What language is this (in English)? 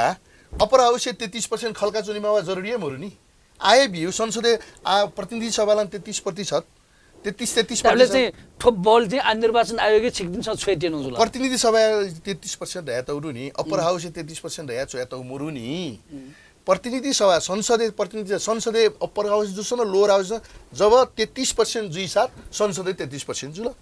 Newari